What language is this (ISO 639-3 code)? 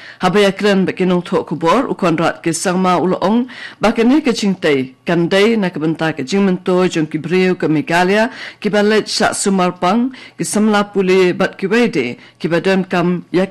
kha